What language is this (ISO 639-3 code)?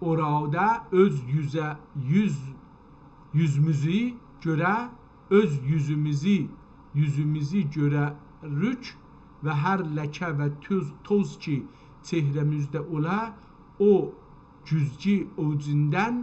azb